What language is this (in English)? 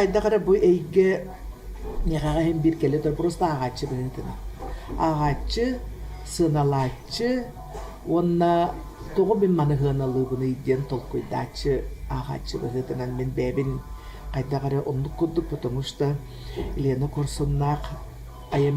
Yakut